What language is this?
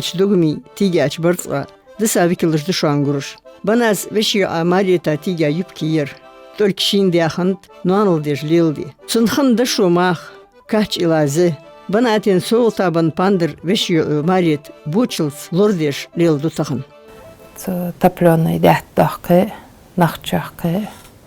Ingush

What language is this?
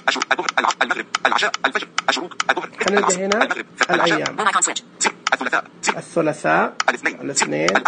Najdi Arabic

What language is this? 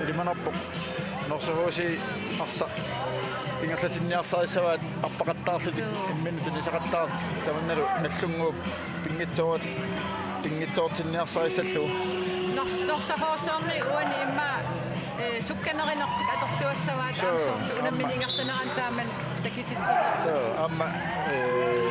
Kalaallisut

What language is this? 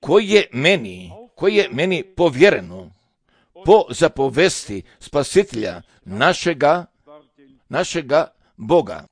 Serbian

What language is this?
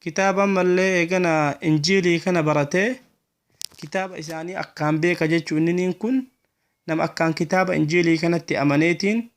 Oromo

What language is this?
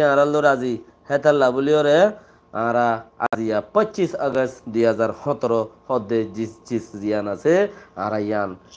Rohingya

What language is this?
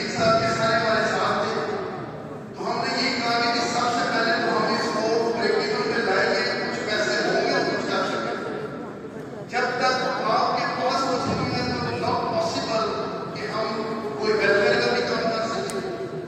Urdu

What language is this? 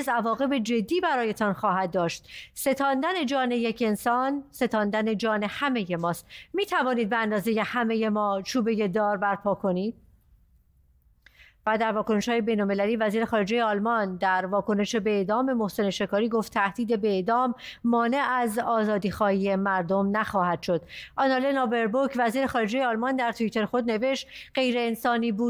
Persian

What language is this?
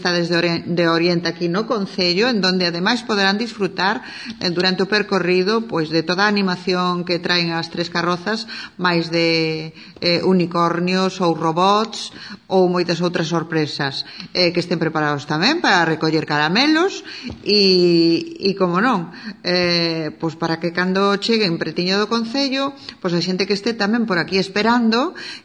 Galician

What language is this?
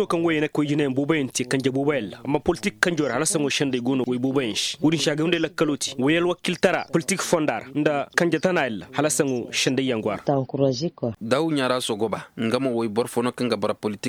Koyraboro Senni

